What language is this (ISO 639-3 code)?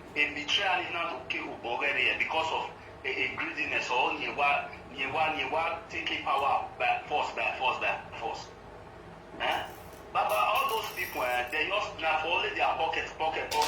pcm